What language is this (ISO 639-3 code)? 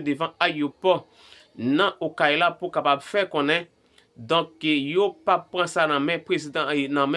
hat